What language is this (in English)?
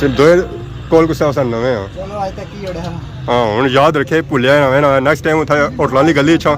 Pahari-Potwari